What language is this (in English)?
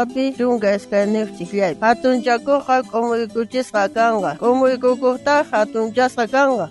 South Bolivian Quechua